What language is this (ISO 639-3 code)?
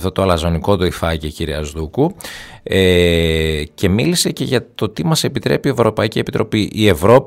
ell